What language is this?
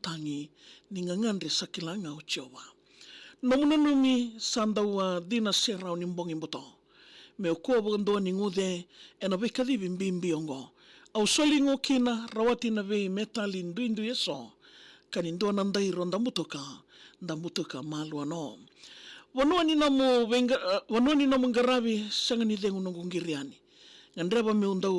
Fijian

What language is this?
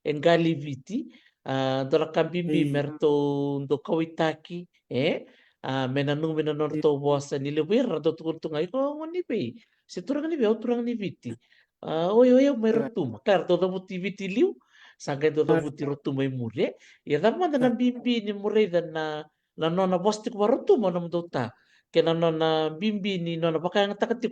Fijian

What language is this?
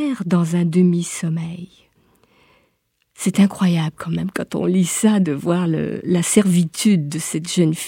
French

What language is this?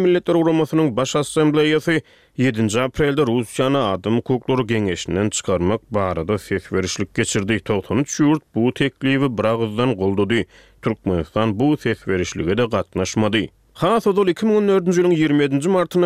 Turkmen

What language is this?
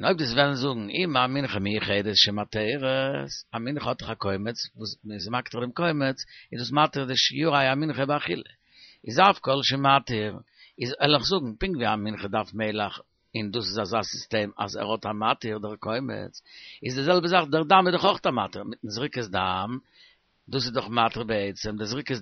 Yiddish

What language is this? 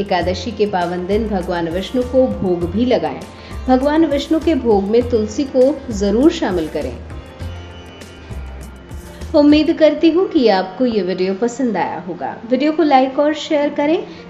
Hindi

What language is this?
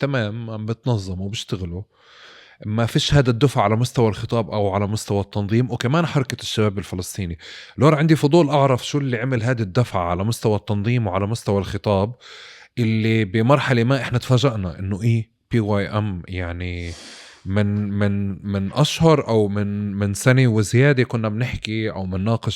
North Levantine Arabic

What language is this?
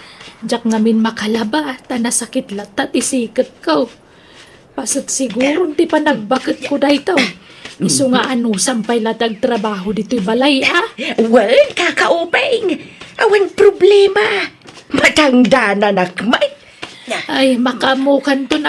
Iloko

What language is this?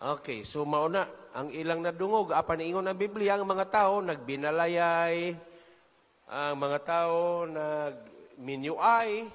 Cebuano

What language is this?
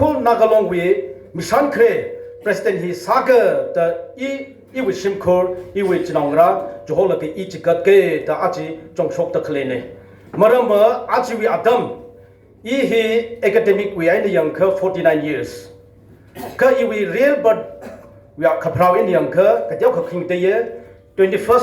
Tangkhul Naga (India)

